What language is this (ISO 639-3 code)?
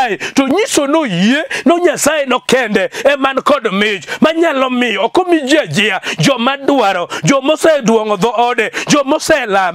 luo